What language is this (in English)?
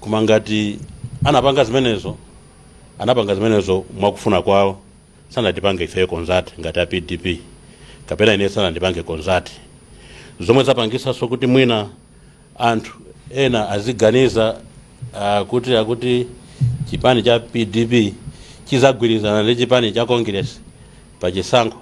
Nyanja